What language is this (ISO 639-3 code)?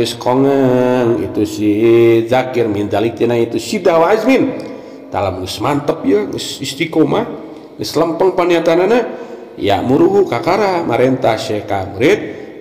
sun